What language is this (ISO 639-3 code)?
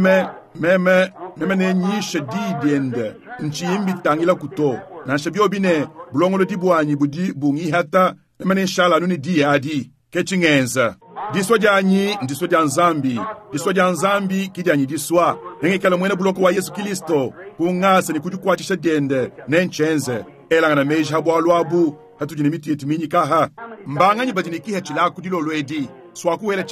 lua